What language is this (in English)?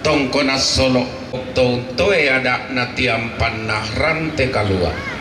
Toraja-Sa'dan